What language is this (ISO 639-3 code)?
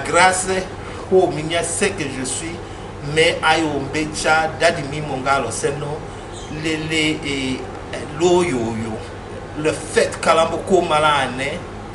tll